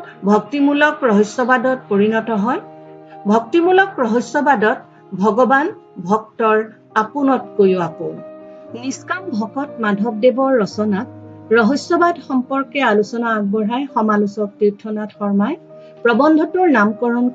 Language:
Assamese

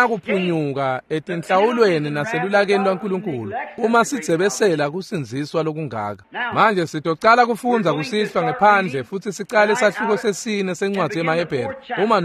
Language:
Swati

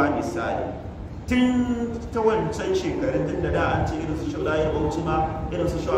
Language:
Hausa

